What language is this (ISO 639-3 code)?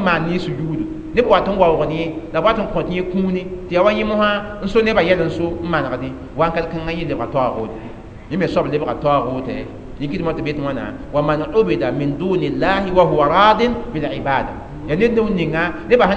mos